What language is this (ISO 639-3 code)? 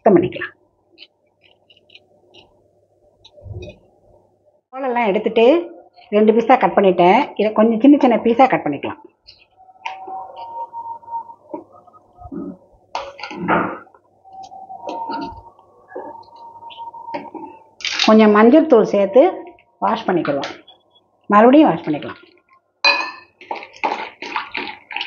tam